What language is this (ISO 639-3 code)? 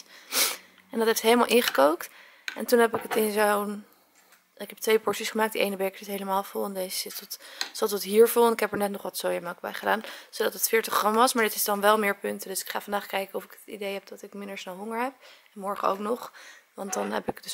nld